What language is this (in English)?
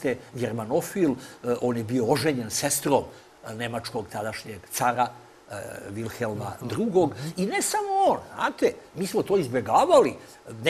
Serbian